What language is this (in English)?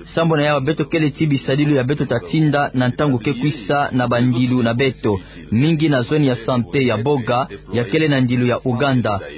Kituba (Democratic Republic of Congo)